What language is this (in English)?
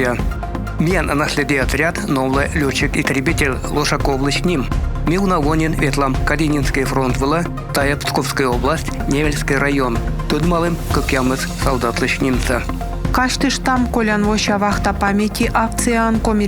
Komi